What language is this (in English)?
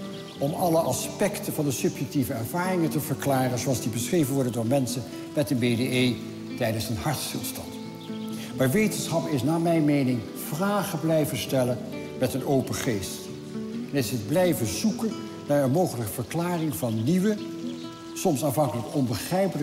Dutch